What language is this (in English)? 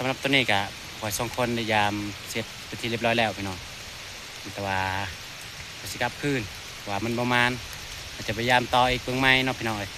Northeastern Thai